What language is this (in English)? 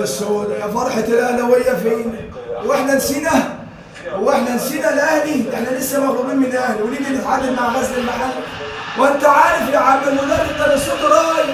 Egyptian Arabic